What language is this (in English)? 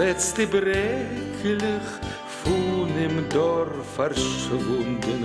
Yiddish